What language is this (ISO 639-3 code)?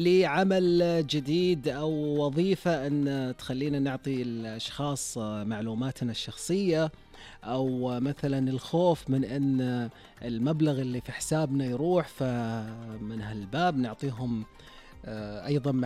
ars